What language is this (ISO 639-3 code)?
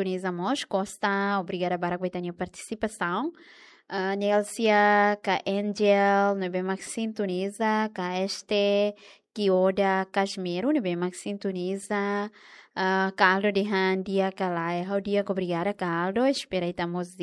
tet